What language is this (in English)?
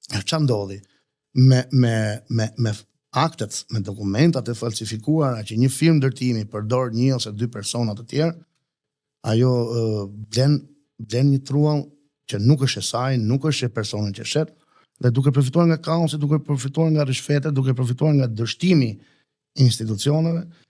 Albanian